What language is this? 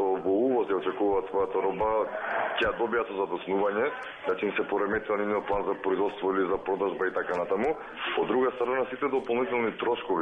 Macedonian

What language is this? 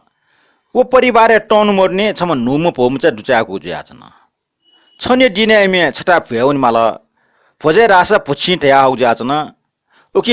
Newari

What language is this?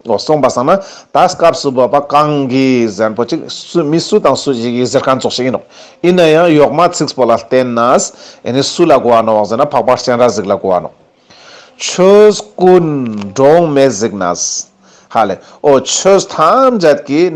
Ladakhi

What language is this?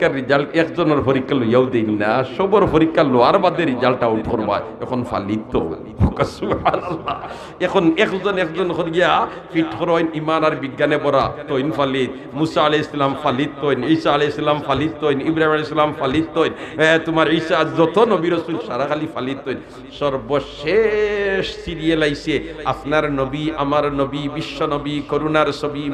Sylheti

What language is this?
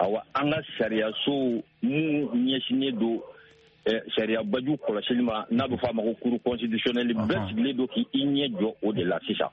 Bambara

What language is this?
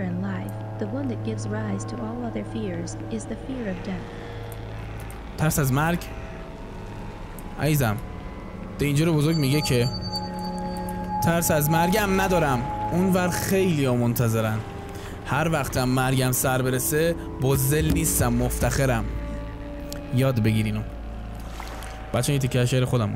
Persian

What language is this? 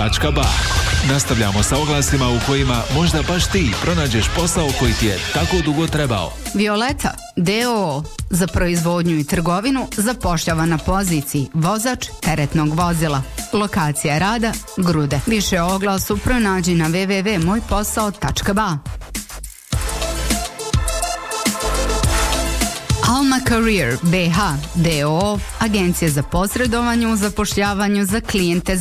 Bosnian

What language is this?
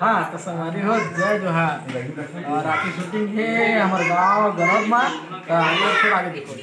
Chhattisgarhi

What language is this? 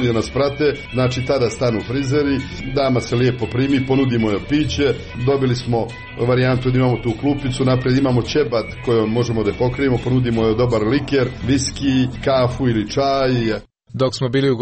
Croatian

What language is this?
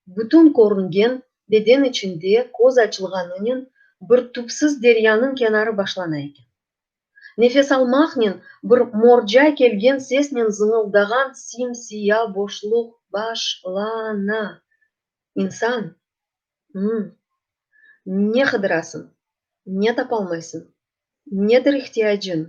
Crimean Tatar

